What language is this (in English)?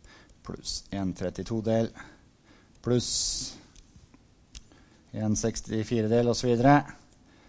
Norwegian